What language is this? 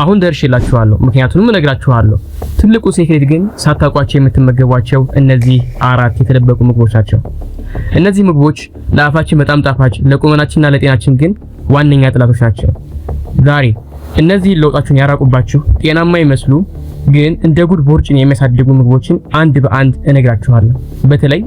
Amharic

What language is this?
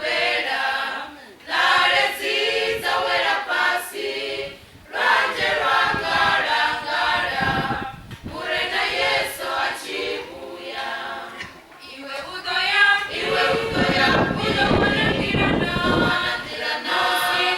Venda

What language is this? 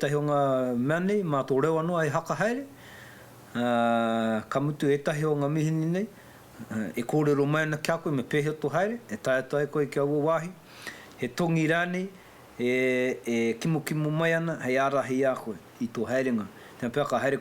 Māori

